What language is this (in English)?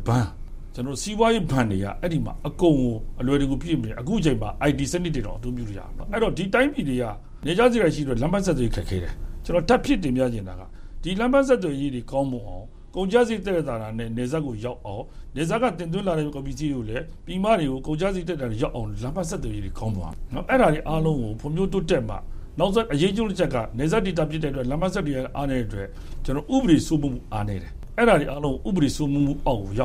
Burmese